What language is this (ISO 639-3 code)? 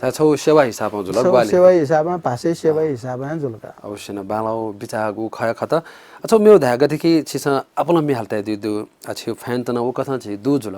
new